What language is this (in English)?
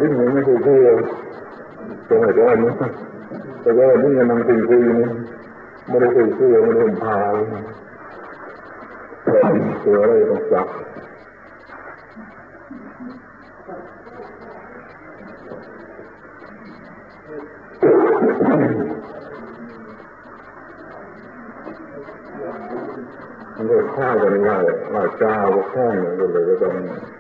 Thai